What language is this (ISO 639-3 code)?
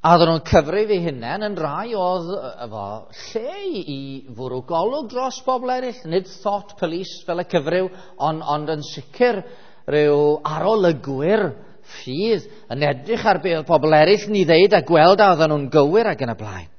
cym